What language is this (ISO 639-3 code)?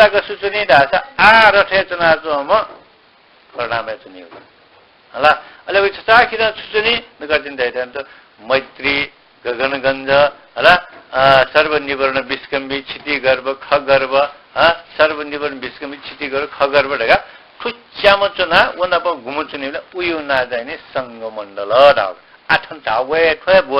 new